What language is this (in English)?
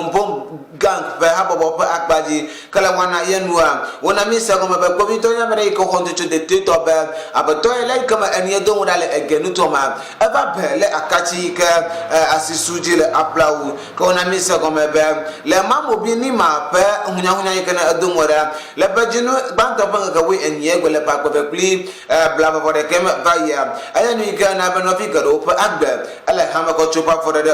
Ewe